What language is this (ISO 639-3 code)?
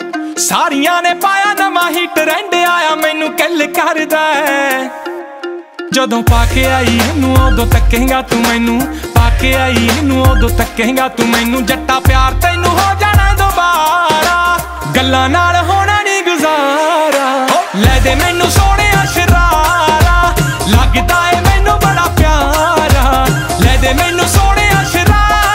pan